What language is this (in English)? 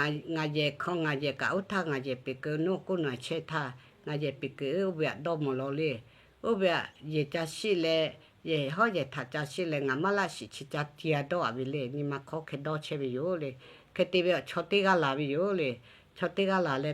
Lahu